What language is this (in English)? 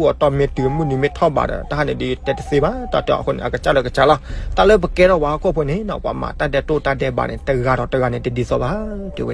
S'gaw Karen